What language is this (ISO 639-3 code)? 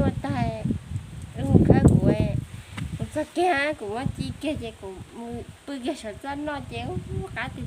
hmn